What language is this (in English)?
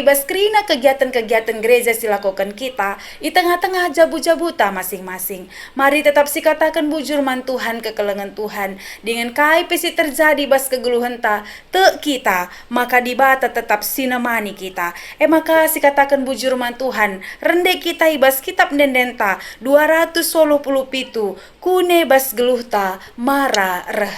Batak Karo